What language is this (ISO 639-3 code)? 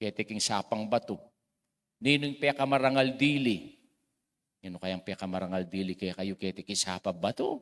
pam